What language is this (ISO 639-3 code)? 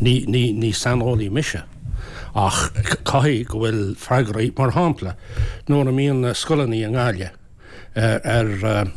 gle